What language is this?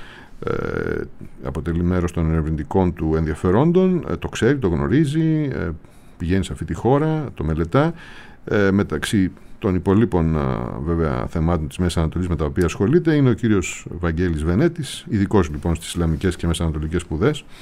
Greek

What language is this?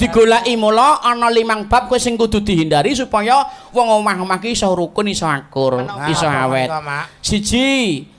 Javanese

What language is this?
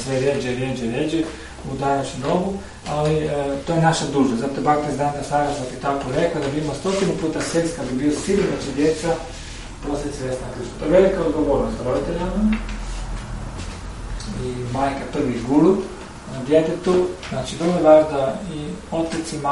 Croatian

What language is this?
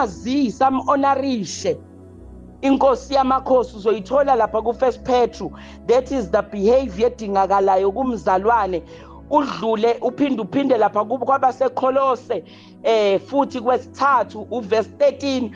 Zulu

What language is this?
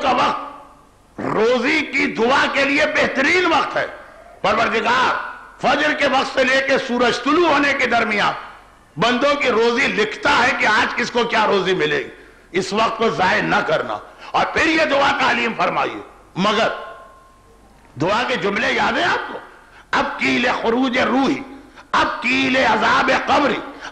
Urdu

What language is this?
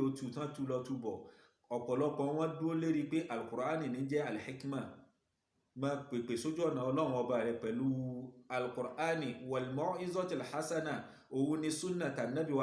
Yoruba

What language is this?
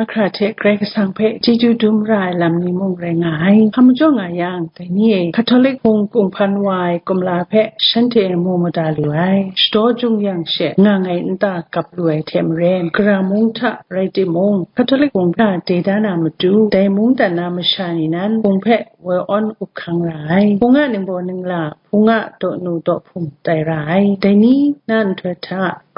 Kachin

